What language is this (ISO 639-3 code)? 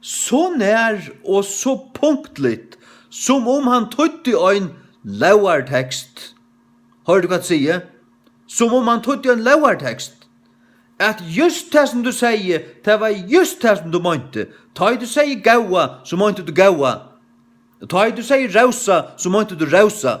fao